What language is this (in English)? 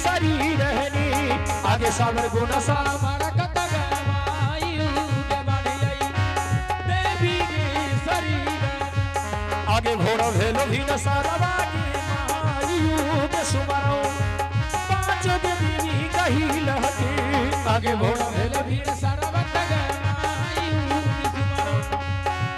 Angika